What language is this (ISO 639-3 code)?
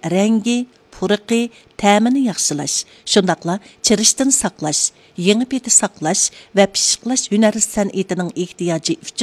uig